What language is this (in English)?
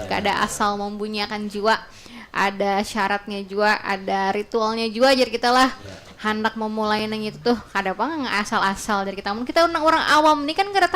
Banjar